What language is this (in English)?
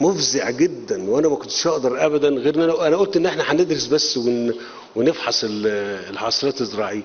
Egyptian Arabic